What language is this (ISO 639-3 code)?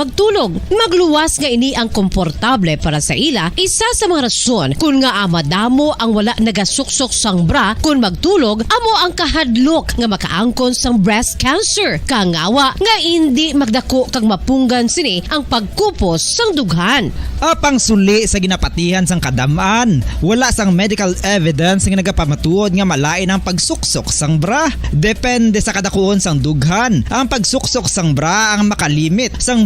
hil